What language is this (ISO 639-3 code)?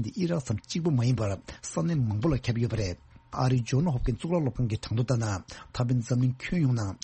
bod